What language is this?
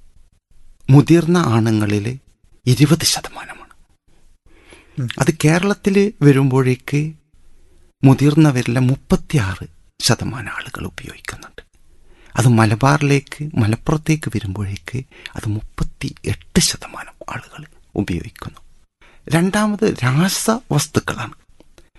Malayalam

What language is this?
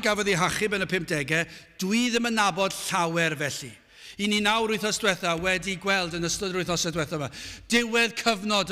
Welsh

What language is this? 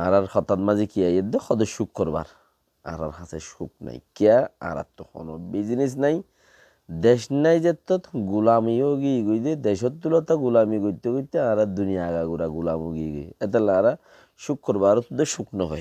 Rohingya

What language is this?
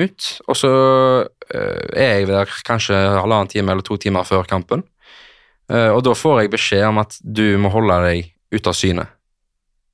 Norwegian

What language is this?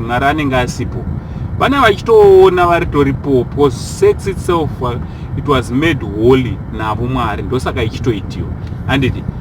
Shona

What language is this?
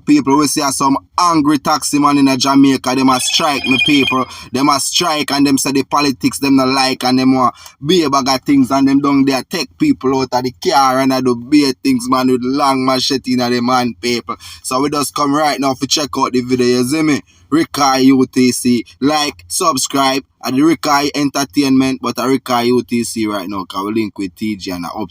Jamaican Creole English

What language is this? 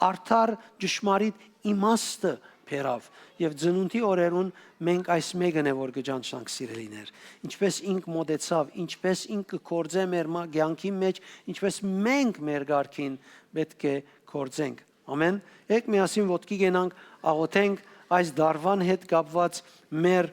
Western Armenian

